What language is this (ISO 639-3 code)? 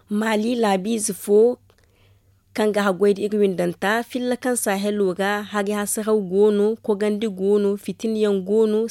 dje